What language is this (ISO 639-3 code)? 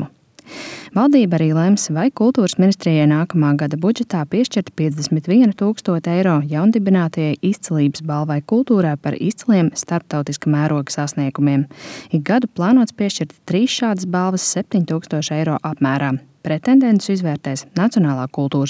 lav